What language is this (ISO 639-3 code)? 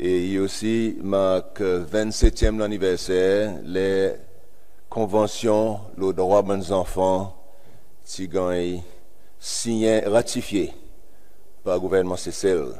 crs